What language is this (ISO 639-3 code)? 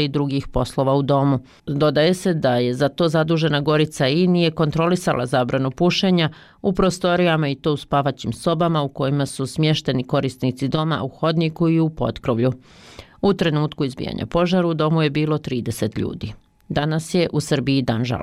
hrv